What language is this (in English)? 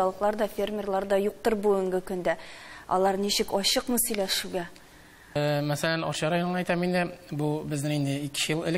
Tatar